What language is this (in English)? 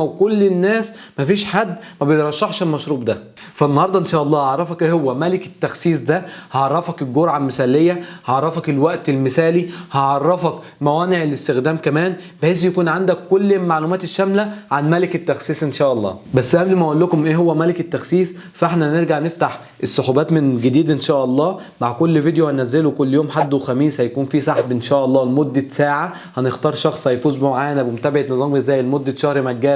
Egyptian Arabic